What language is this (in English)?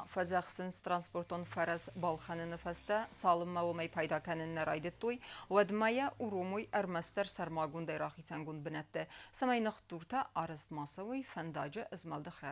Ossetic